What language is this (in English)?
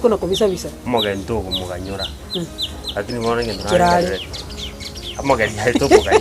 Gusii